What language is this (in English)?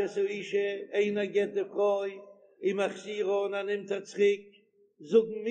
Yiddish